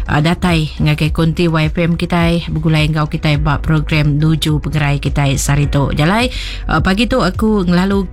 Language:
Iban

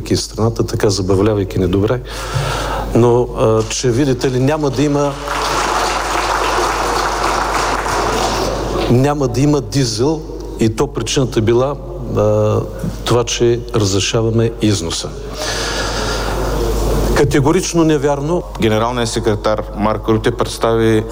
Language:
Bulgarian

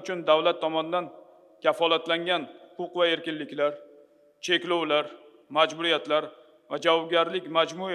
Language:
Uzbek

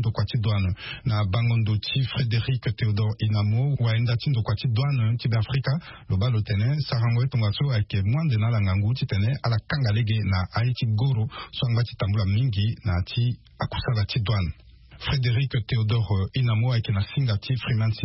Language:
Sango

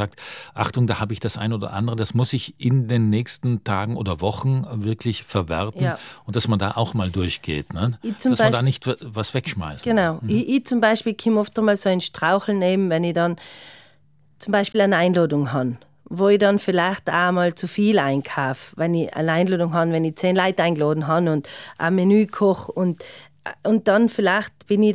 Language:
German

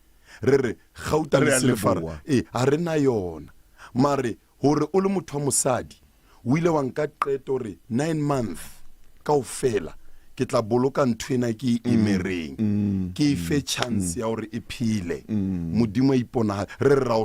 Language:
Southern Sotho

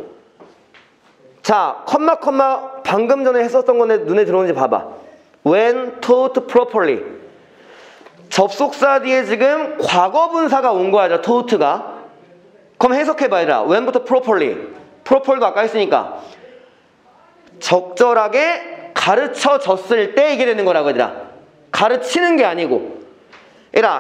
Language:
Korean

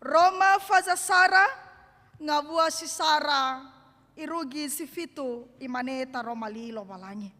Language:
Nias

